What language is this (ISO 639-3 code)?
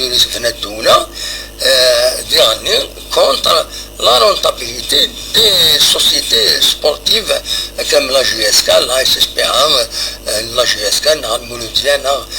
kab